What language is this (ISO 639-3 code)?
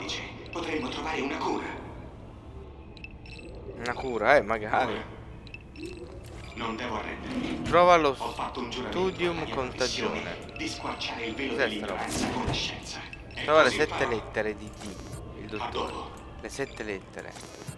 ita